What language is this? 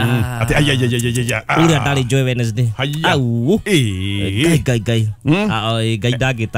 Kikuyu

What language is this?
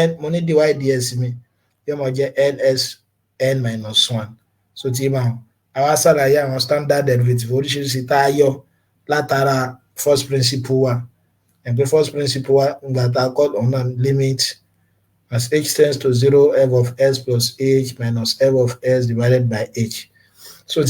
Yoruba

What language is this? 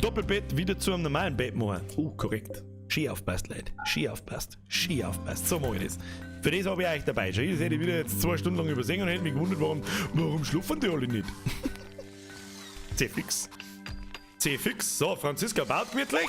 Bavarian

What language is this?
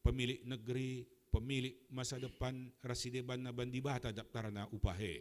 Batak Karo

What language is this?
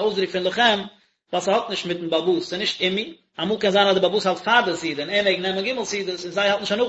Yiddish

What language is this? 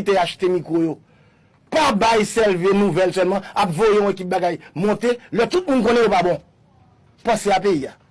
Haitian Creole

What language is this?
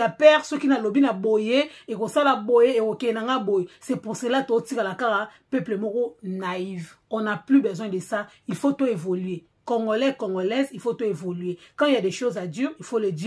Lingala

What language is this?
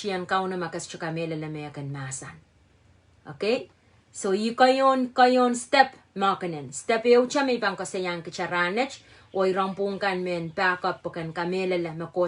Pohnpeian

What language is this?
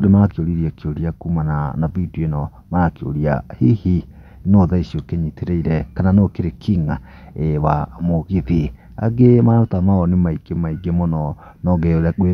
Kikuyu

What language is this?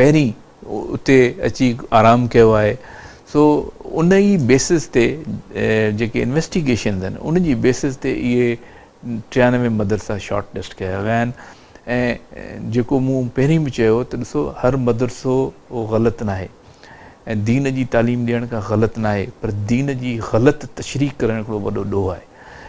Sindhi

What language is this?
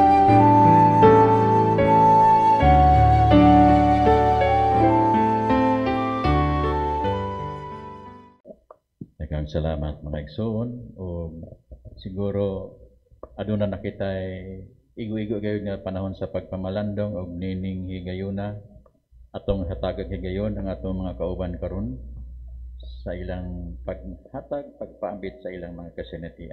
Cebuano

